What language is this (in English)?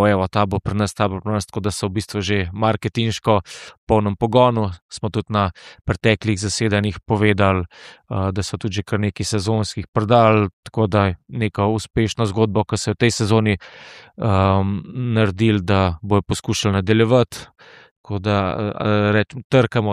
Slovenian